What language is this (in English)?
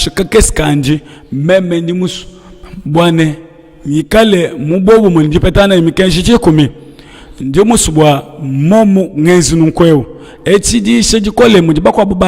Luba-Lulua